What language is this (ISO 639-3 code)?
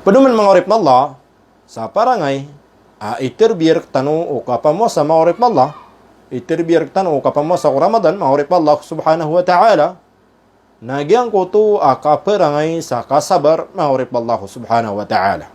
mrw